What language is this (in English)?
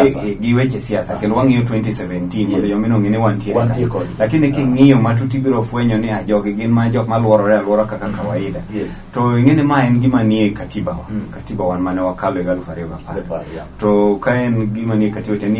Luo (Kenya and Tanzania)